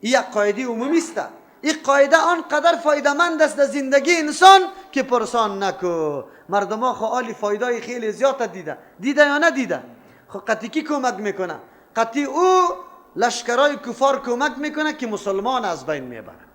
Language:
Persian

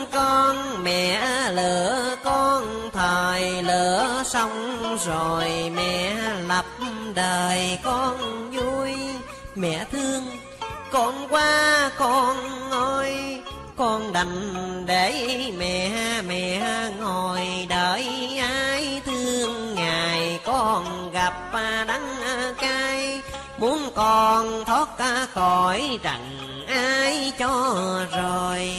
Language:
Vietnamese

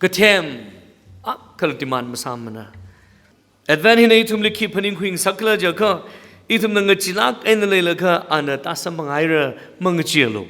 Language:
Tangkhul Naga (India)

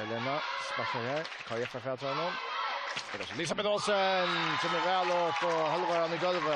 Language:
Faroese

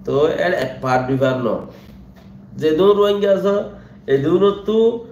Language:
Rohingya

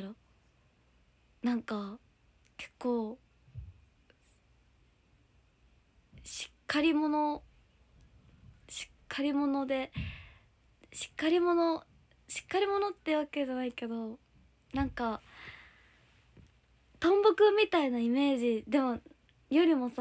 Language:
Japanese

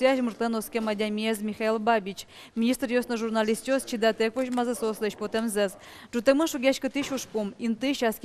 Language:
Udmurt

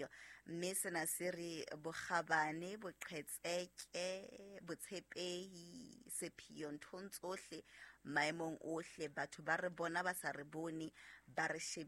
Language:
Southern Sotho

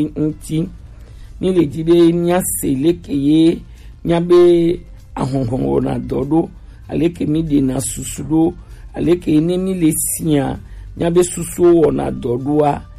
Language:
Gen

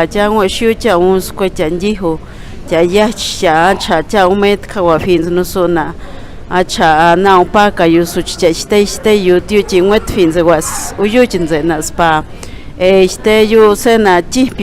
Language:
Páez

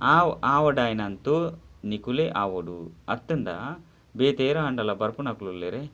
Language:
Tulu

